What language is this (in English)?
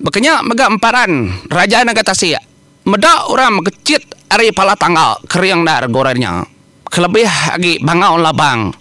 Iban